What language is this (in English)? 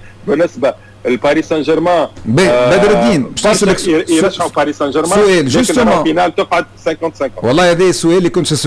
Tunisian Arabic